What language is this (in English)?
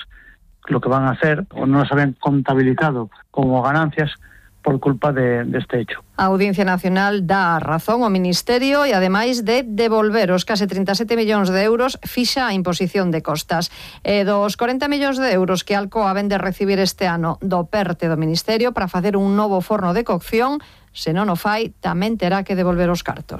Galician